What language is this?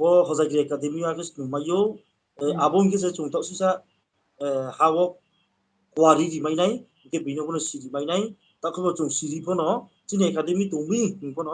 Riang (India)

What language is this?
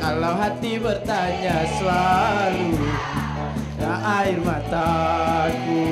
Musi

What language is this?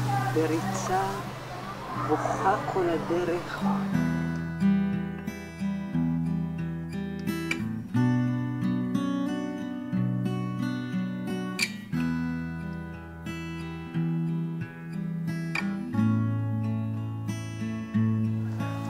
Hebrew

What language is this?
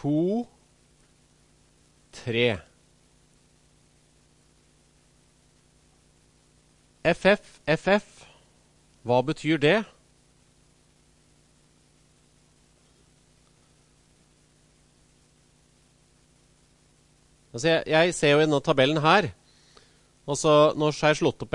Norwegian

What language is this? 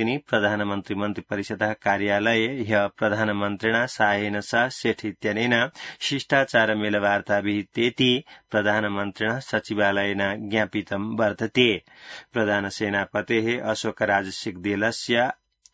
Sanskrit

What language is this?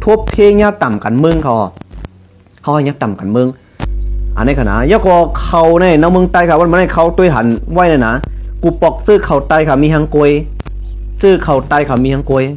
Shan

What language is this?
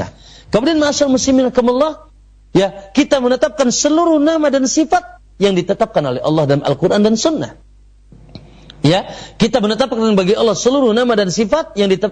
Indonesian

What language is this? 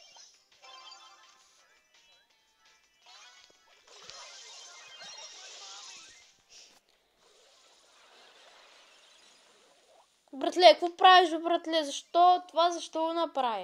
Bulgarian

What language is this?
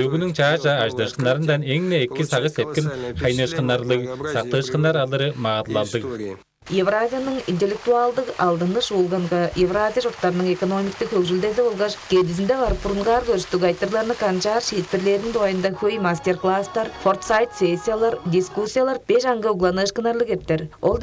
Tuvinian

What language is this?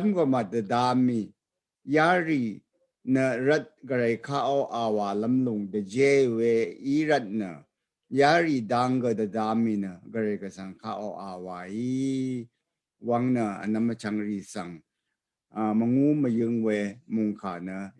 Rawang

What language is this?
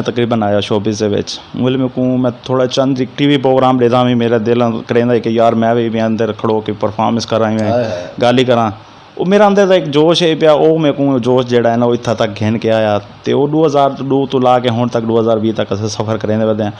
Saraiki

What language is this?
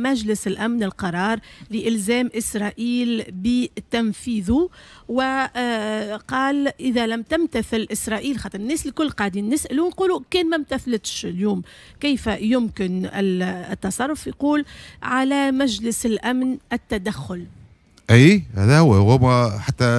Tunisian Arabic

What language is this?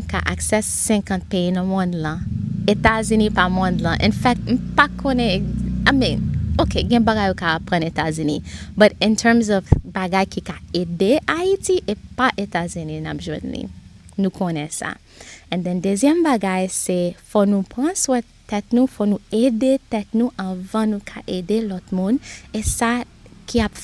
Haitian Creole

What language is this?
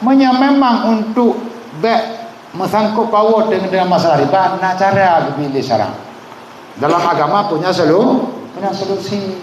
Achinese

